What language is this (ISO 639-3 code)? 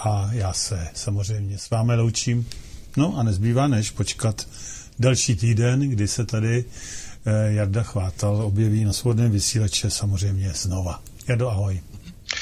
ces